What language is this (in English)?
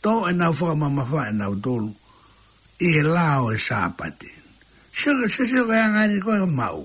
Tongan